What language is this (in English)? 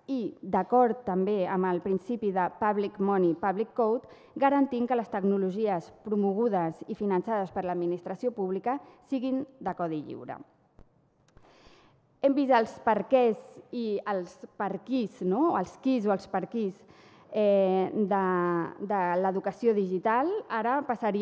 Catalan